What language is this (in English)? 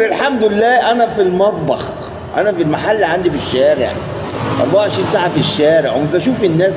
Egyptian Arabic